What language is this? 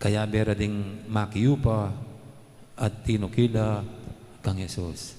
Pampanga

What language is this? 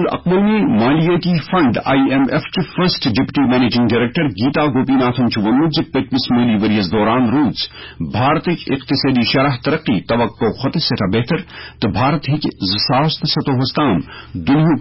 Kashmiri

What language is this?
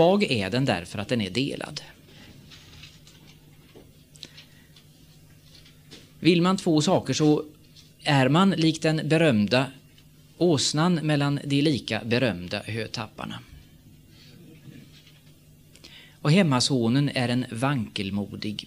Swedish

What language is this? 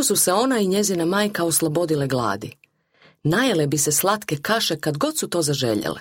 Croatian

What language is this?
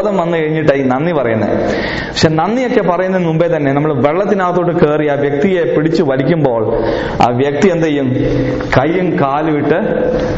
Malayalam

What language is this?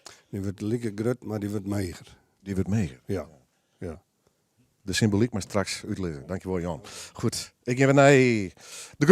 Western Frisian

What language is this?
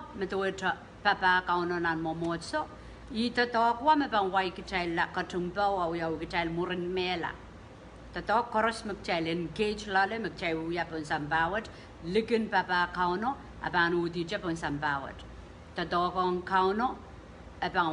Pohnpeian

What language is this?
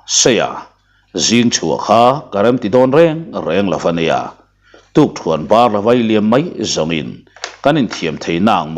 Mizo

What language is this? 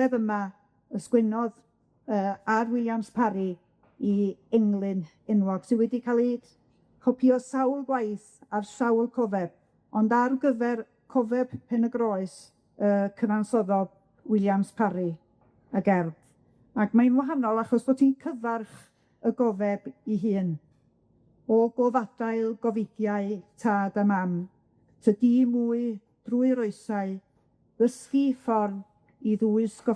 Welsh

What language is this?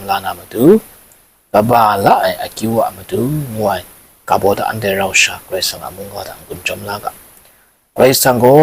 Kachin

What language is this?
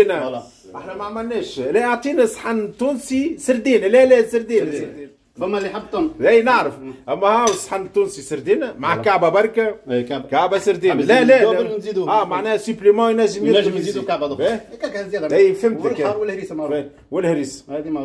Tunisian Arabic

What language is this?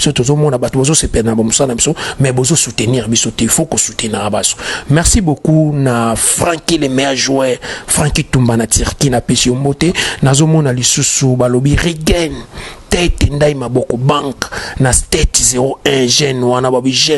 Lingala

